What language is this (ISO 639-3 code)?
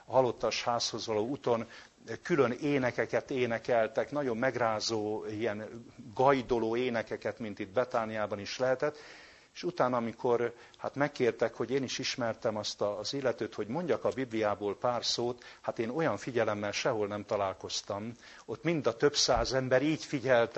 hun